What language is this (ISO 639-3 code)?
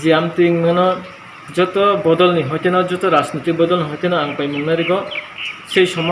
trp